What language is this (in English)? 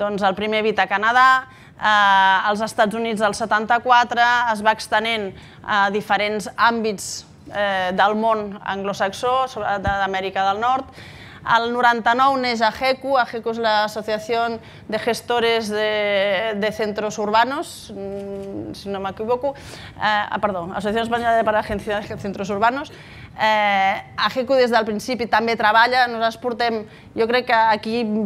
Catalan